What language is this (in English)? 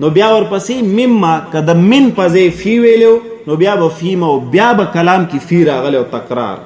Pashto